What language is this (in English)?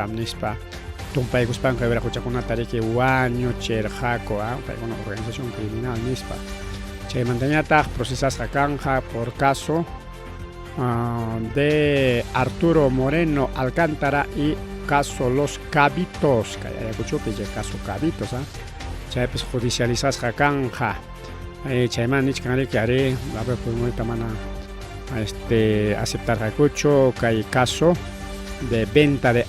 Ayacucho Quechua